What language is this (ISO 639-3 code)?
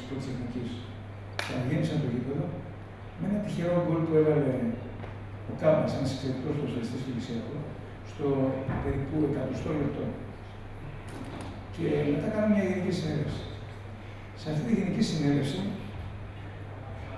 ell